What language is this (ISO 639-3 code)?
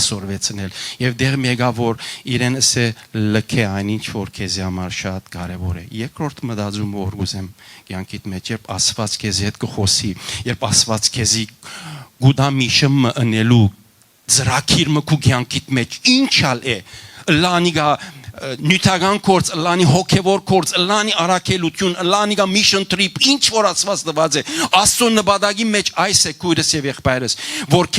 hyw